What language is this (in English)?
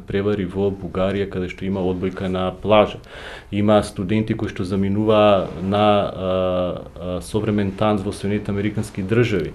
Macedonian